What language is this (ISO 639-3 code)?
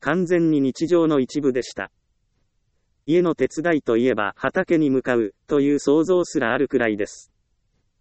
jpn